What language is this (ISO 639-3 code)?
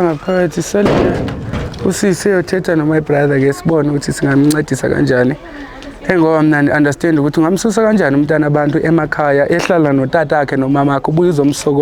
zul